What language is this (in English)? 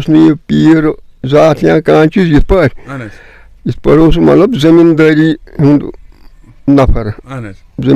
Kashmiri